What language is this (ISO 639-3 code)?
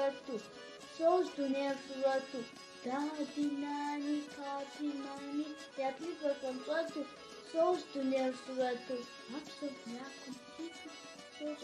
kbd